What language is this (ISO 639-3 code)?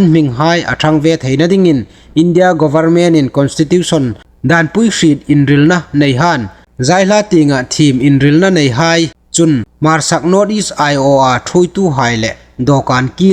hmr